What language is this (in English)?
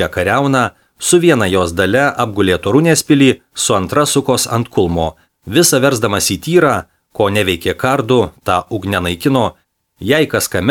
Lithuanian